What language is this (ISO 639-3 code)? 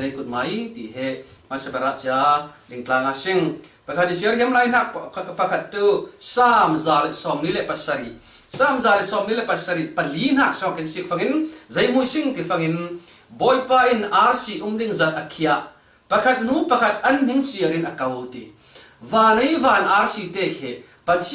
cfm